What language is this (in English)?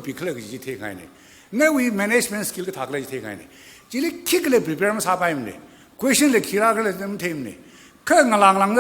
Tangkhul Naga (India)